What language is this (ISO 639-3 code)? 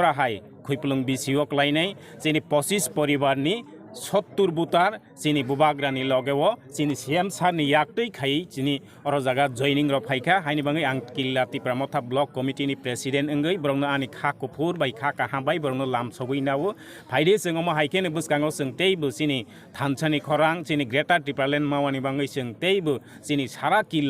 trp